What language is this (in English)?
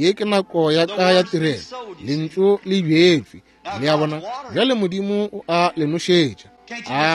Northern Sotho